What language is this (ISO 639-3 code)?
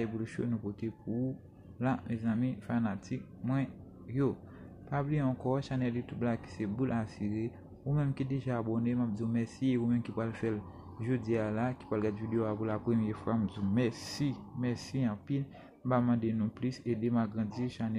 hat